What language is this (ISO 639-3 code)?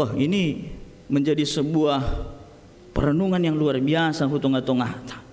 bts